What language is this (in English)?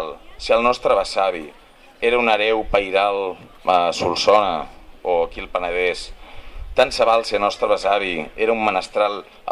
Catalan